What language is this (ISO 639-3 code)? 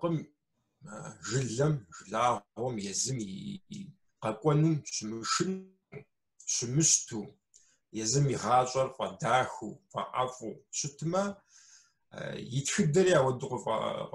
kbd